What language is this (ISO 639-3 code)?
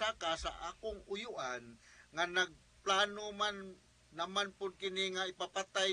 ceb